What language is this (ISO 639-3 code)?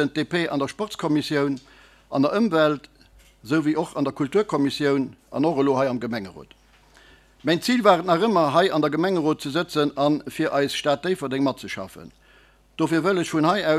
ltz